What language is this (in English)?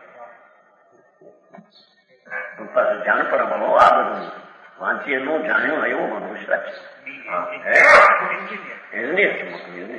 Gujarati